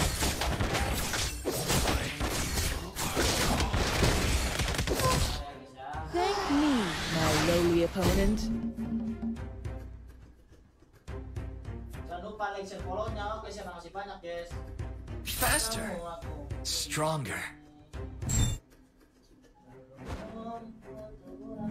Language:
Indonesian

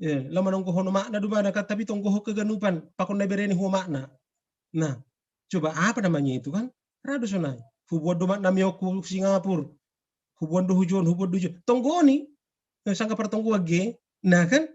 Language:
Batak Simalungun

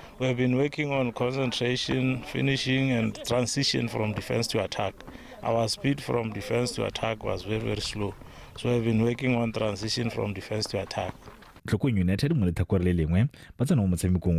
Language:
Tswana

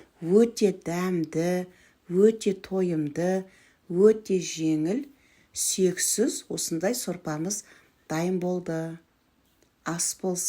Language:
Kazakh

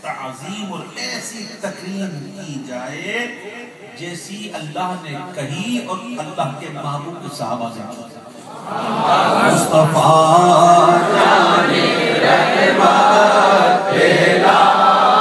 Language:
Urdu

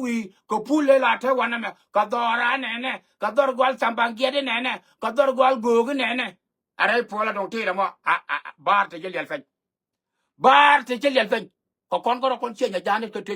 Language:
Nuer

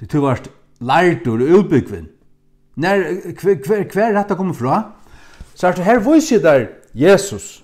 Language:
Faroese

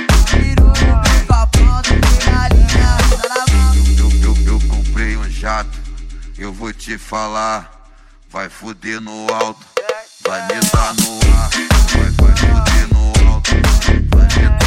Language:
Portuguese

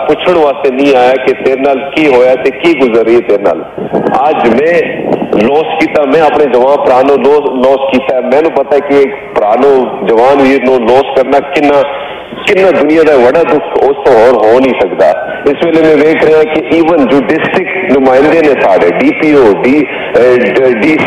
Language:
Punjabi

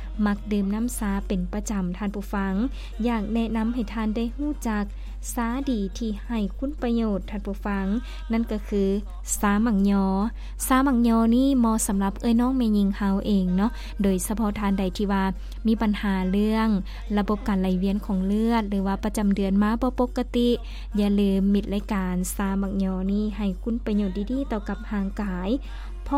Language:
Lao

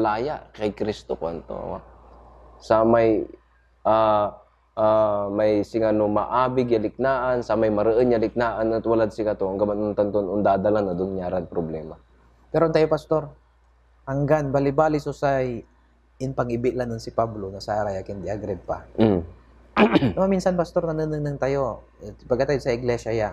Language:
Pangasinan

